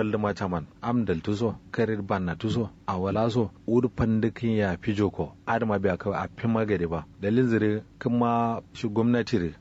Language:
Kanuri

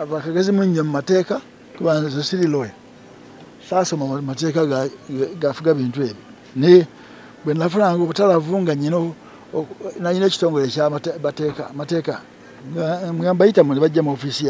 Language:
Ganda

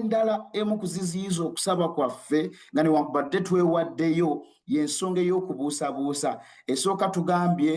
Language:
Ganda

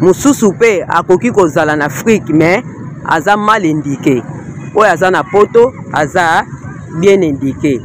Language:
Lingala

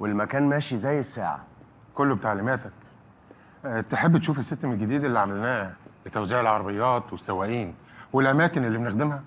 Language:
Egyptian Arabic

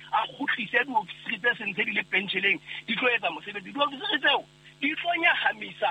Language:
Southern Sotho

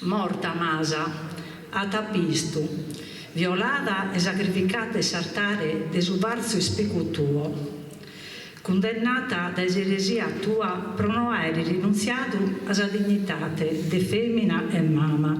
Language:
Sardinian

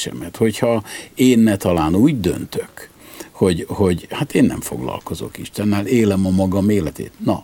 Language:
Hungarian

